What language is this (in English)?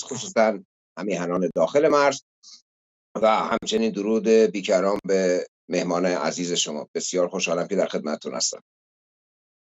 Persian